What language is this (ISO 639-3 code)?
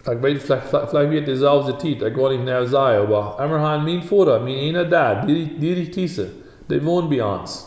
pdt